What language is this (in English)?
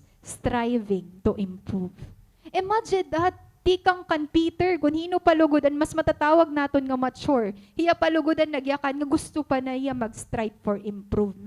Waray